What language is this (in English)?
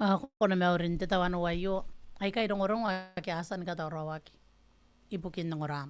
Gilbertese